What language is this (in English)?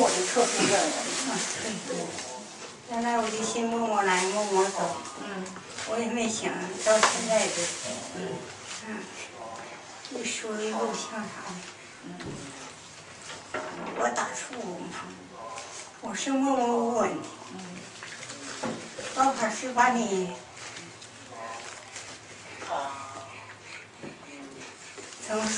Chinese